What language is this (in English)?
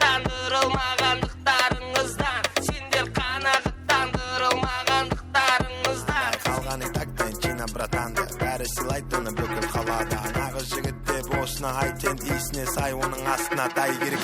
Kara-Kalpak